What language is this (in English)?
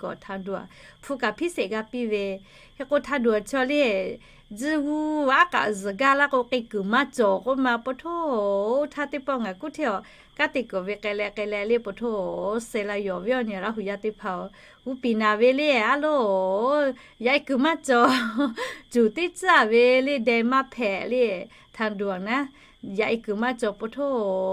Lahu